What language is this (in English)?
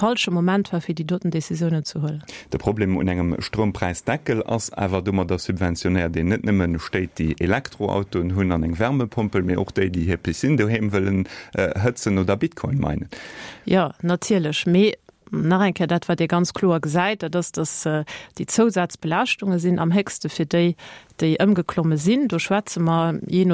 Luxembourgish